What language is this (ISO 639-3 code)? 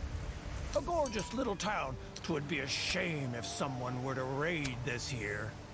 eng